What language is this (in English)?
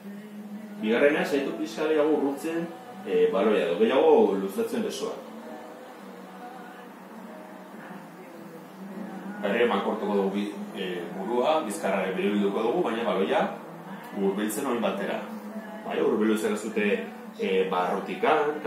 Basque